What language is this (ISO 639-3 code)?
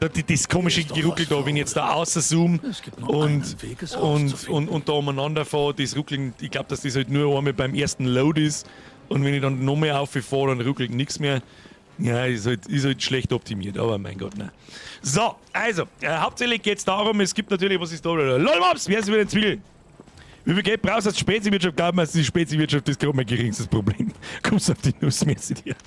bar